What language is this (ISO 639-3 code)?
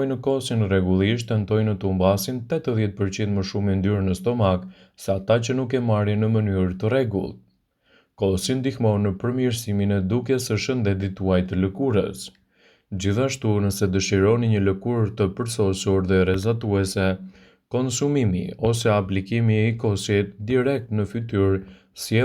sqi